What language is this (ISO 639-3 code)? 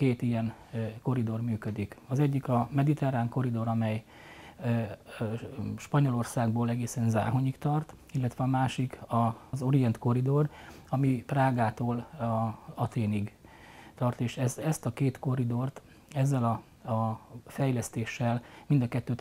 hun